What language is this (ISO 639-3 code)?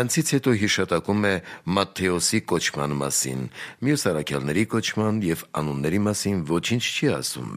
hye